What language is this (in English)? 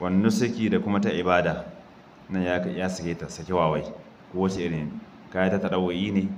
Hausa